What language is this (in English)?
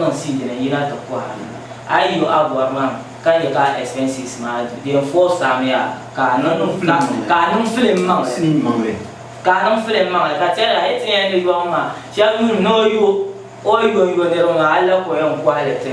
Dagbani